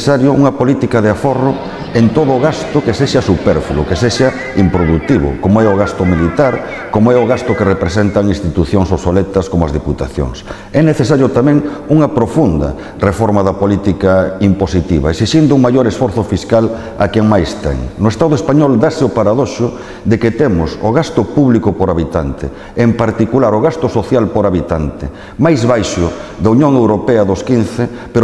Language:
Galician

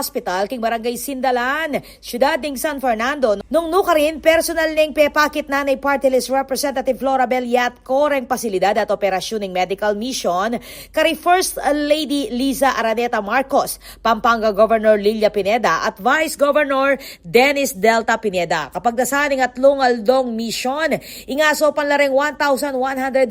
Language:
Pampanga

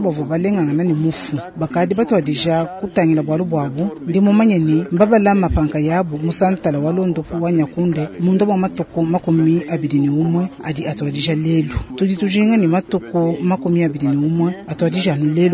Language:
Luba-Lulua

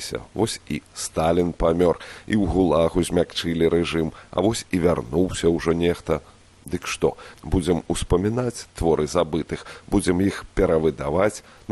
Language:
Belarusian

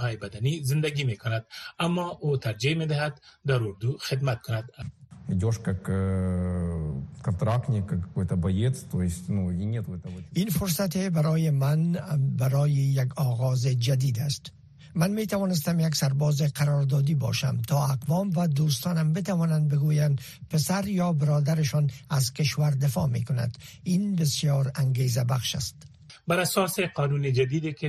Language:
Persian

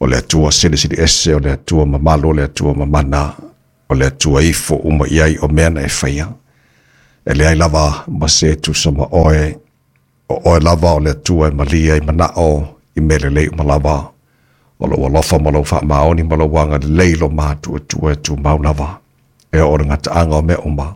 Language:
Samoan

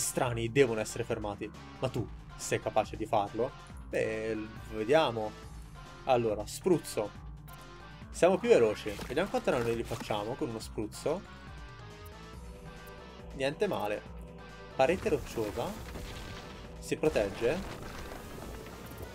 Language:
Italian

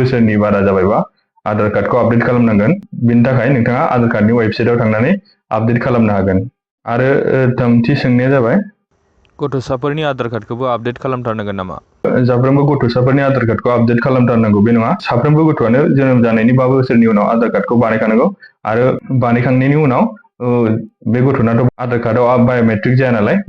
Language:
Bodo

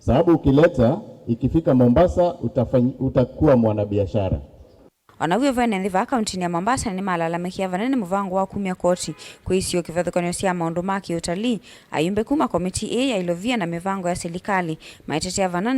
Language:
Kamba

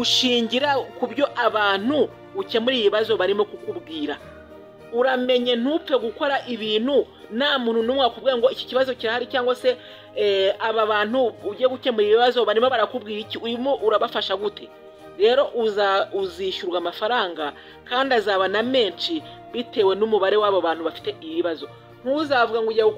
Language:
Kinyarwanda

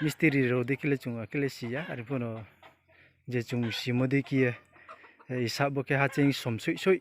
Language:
Riang (India)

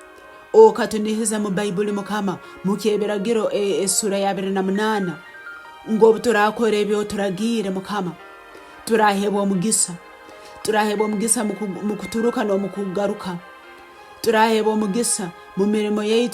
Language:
Tooro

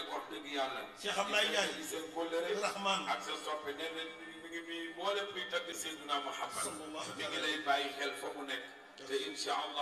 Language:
Wolof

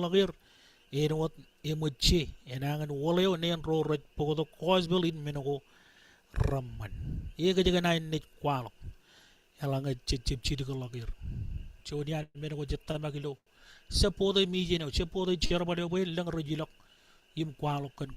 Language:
Marshallese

